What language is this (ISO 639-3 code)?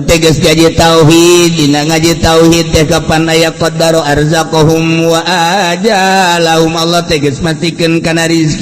sun